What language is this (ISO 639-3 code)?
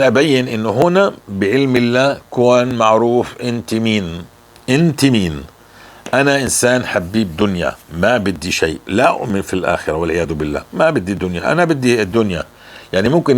apc